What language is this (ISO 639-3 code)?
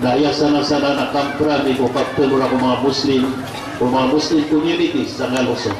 mrw